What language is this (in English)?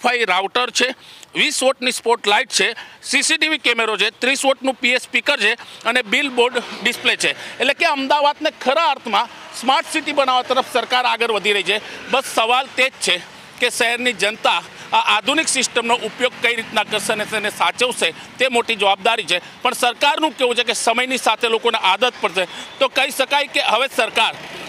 Gujarati